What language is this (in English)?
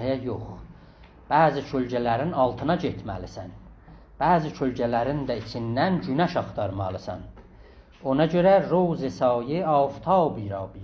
South Azerbaijani